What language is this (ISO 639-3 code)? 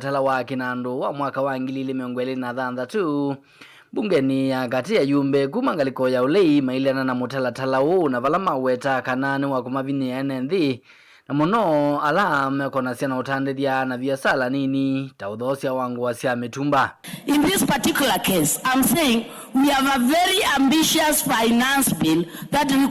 kam